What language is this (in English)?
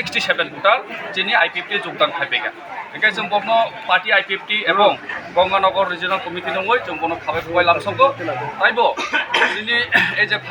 Kok Borok